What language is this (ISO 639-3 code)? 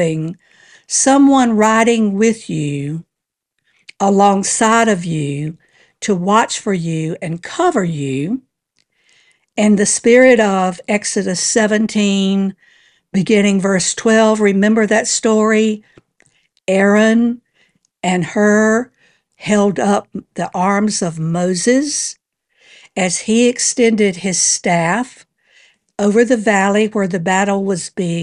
eng